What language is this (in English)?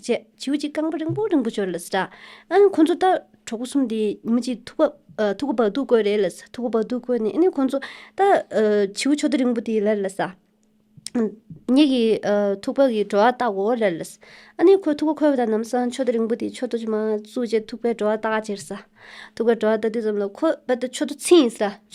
Tibetan